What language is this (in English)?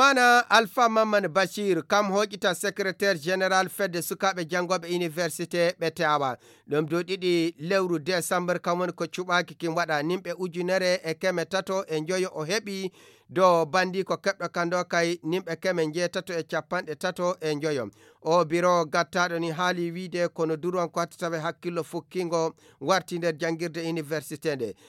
Nigerian Fulfulde